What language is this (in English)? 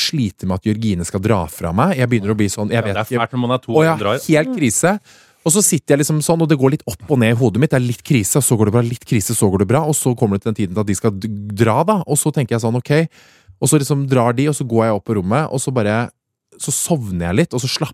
Norwegian